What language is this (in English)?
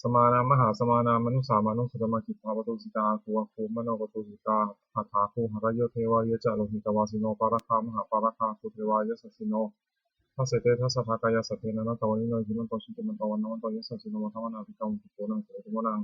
Pali